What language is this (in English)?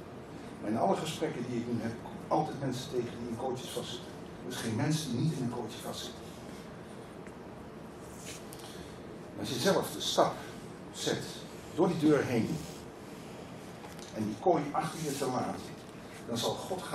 Dutch